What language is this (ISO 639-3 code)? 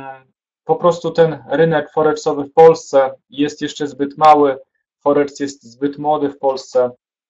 pol